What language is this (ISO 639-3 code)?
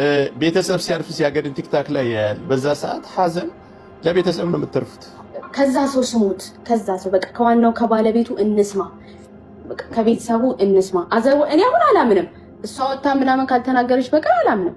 amh